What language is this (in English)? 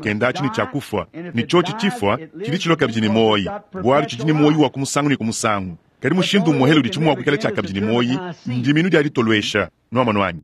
Luba-Lulua